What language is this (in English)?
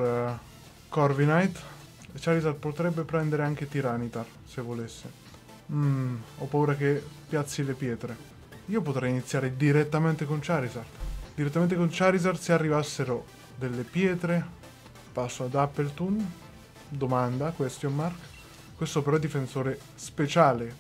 Italian